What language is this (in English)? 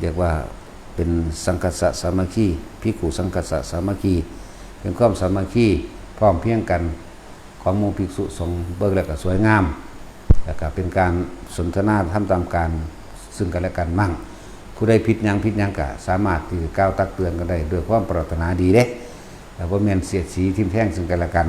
Northeastern Thai